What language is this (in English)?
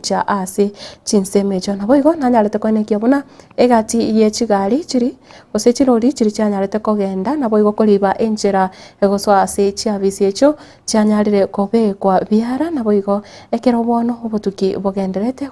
Gusii